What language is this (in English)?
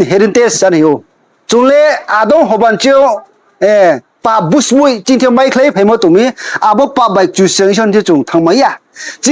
Riang (India)